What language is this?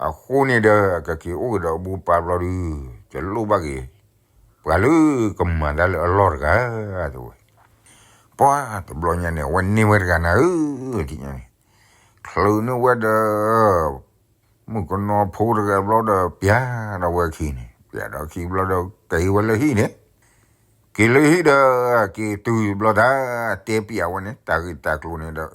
S'gaw Karen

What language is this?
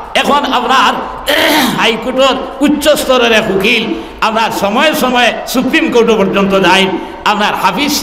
Sylheti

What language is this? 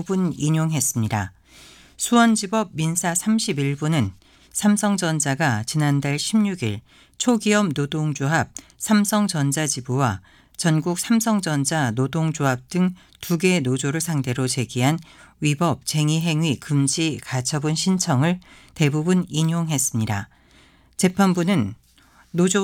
Korean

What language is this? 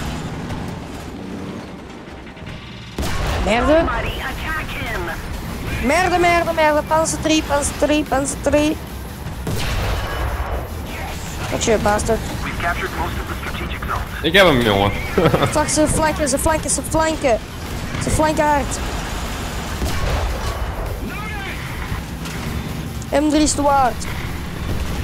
Dutch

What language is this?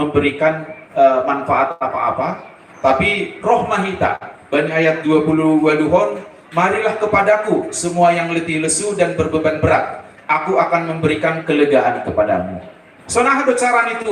Batak Simalungun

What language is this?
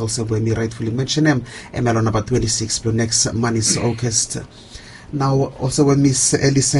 Bislama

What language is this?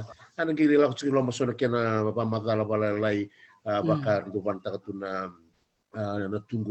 Fijian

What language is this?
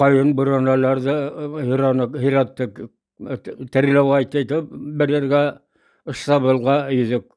Bashkir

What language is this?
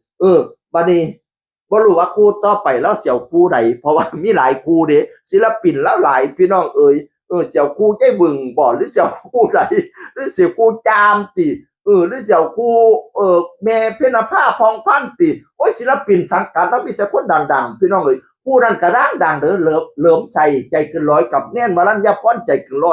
Northeastern Thai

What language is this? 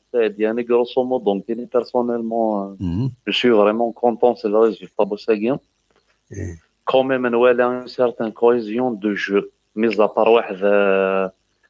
Kabyle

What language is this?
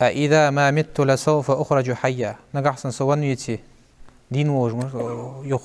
Ingush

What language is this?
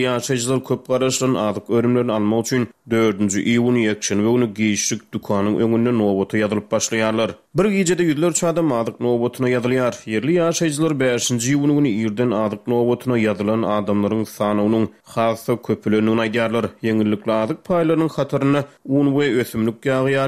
Turkmen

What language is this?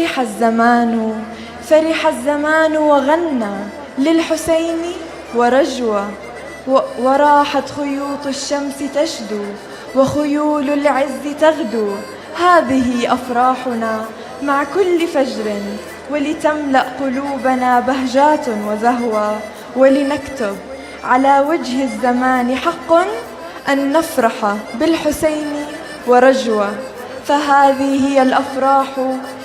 North Levantine Arabic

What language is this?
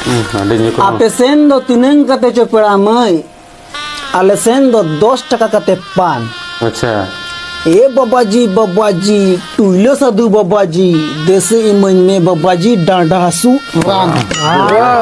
Santali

